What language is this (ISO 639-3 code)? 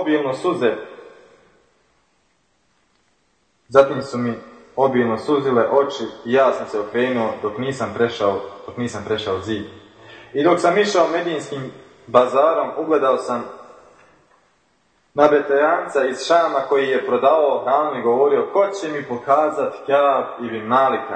bos